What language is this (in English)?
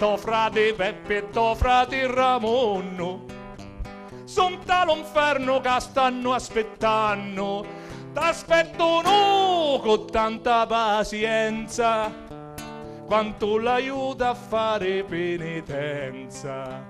Sicilian